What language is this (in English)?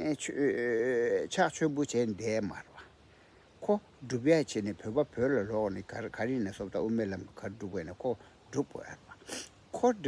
Tibetan